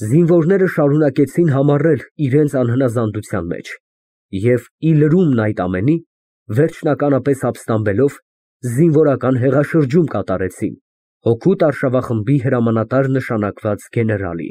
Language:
Armenian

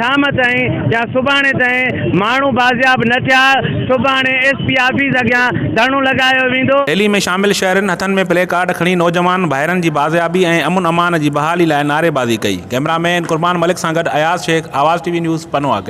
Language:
Sindhi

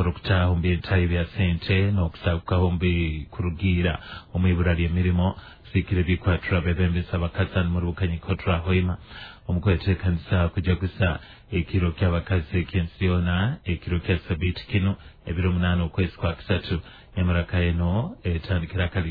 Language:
Nyoro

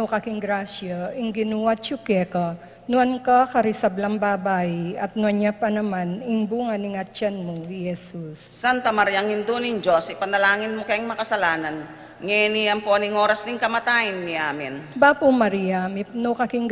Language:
Pampanga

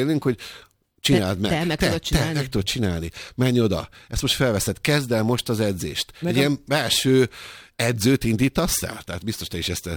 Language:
Hungarian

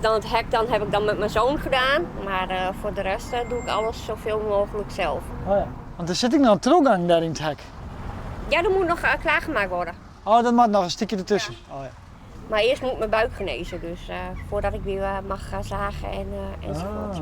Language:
Western Frisian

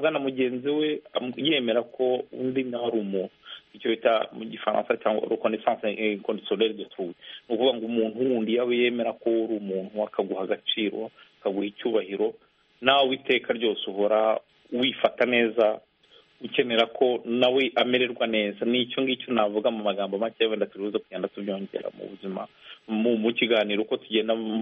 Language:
Kinyarwanda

